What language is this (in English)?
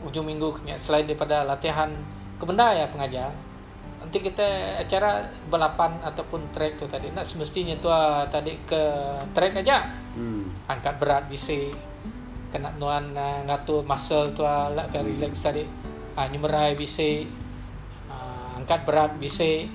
Iban